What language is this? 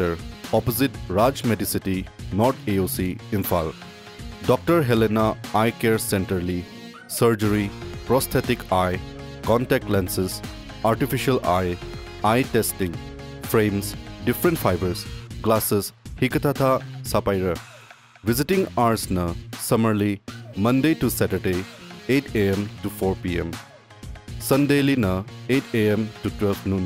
Tangkhul Naga (India)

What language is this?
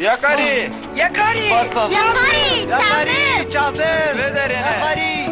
Kurdish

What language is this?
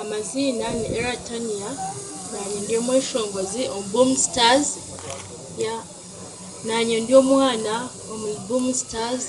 Nyankole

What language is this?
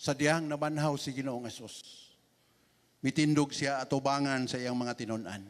Cebuano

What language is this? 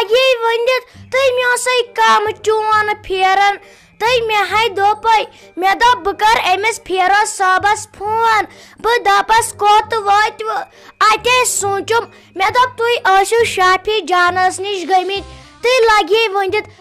Kashmiri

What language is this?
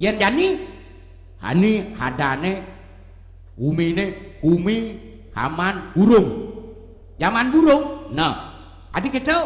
Balinese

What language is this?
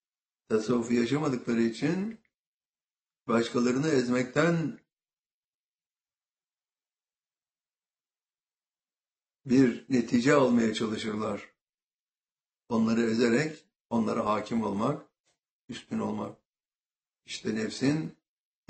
Turkish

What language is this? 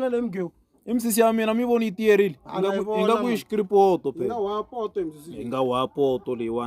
Tsonga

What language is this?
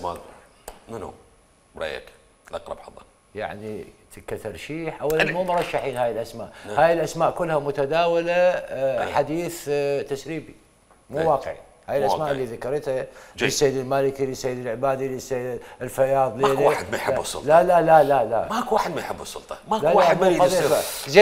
Mesopotamian Arabic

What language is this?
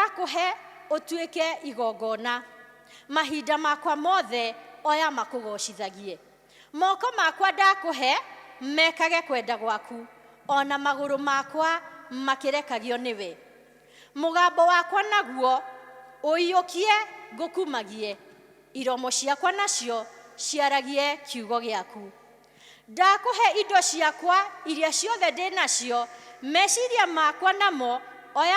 Kikuyu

